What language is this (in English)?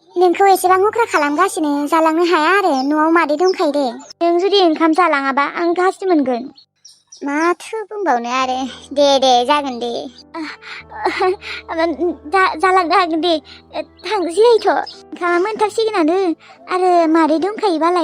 Bodo